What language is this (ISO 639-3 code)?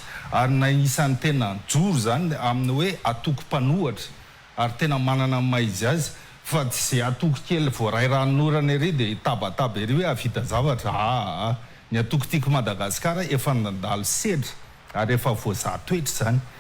mlg